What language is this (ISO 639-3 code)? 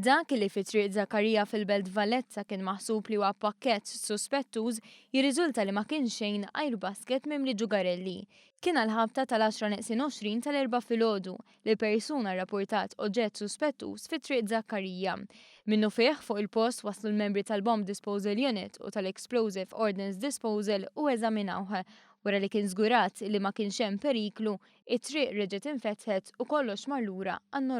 mlt